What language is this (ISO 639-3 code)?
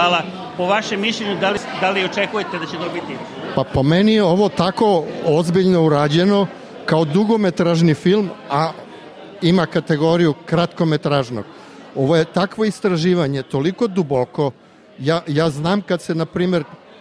srp